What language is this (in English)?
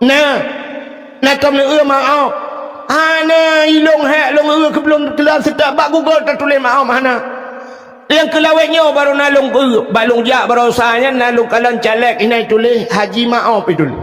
Achinese